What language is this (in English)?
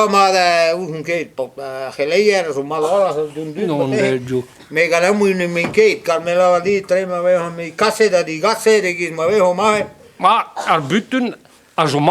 Breton